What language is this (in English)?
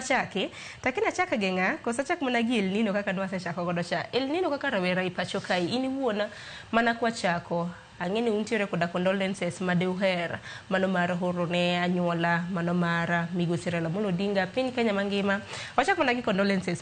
Luo (Kenya and Tanzania)